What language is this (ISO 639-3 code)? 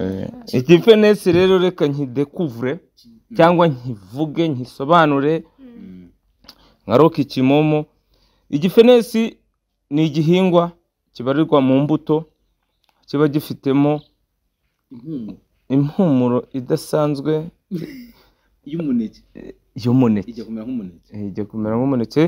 kin